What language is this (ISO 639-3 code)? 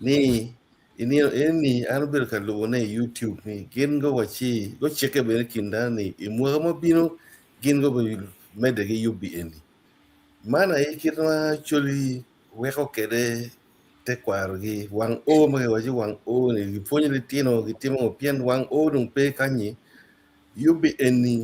ach